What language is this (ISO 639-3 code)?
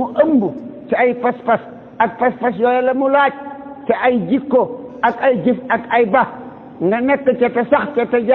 wol